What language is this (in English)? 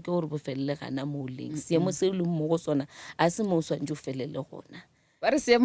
Northern Sotho